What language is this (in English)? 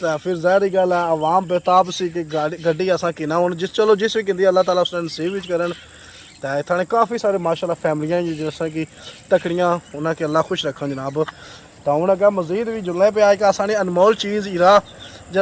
Pahari-Potwari